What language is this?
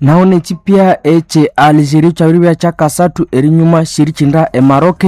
Nande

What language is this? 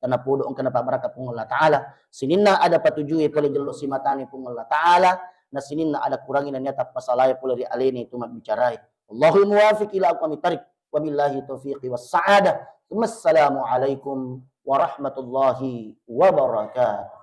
Buginese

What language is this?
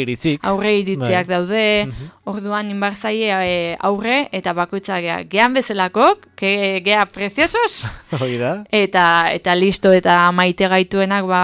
Basque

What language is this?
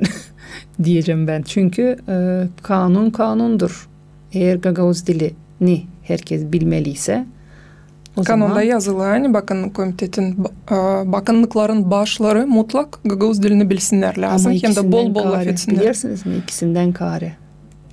Gagauz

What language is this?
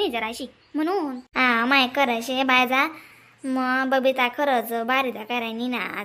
Khandesi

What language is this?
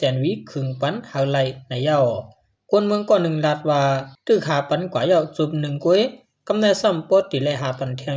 Shan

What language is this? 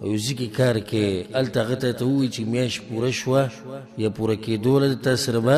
Pashto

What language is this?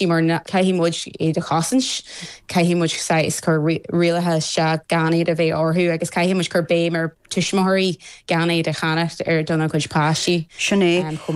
Irish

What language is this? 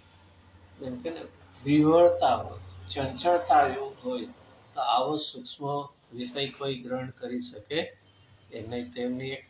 Gujarati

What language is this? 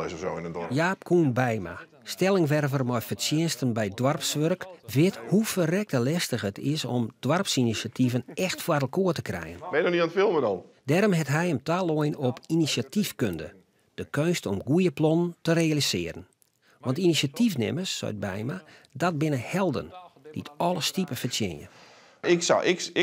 Western Frisian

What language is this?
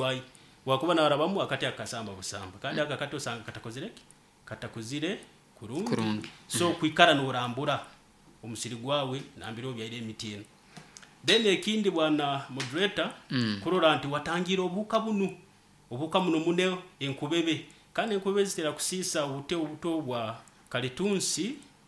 Nyoro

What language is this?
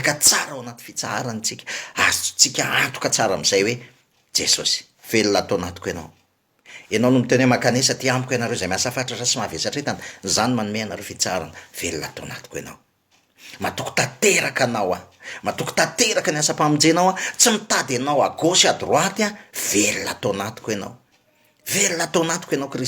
Malagasy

